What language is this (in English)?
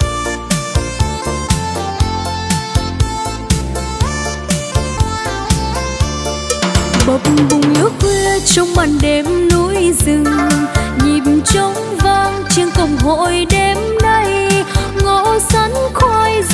Vietnamese